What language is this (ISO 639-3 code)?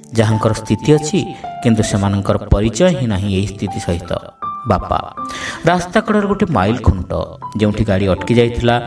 ori